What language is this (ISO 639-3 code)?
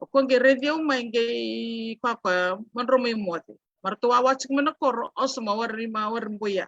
fij